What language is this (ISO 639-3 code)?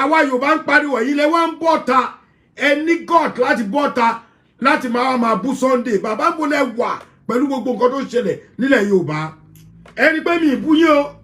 yor